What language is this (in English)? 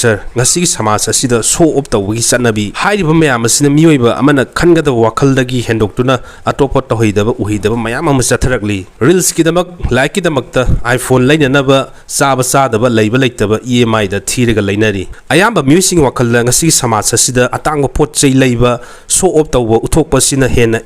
Manipuri